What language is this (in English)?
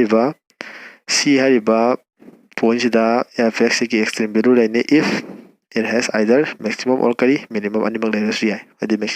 Manipuri